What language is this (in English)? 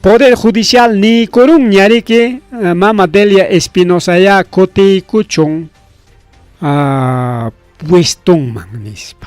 Ayacucho Quechua